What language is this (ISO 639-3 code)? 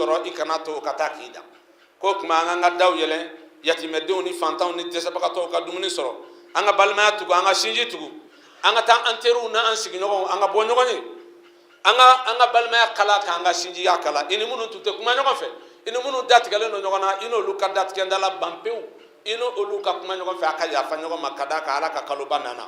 bam